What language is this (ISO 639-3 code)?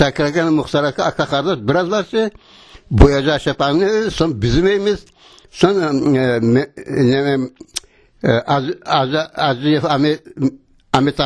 crh